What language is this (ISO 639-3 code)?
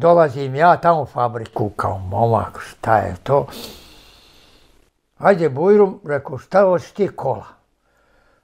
bos